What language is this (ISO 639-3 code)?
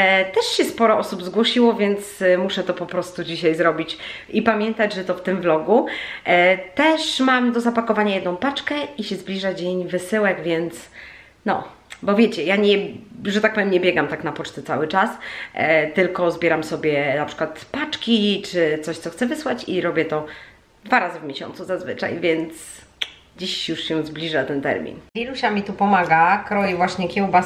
pol